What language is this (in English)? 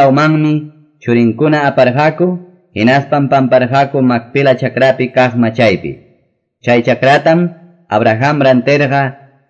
Quechua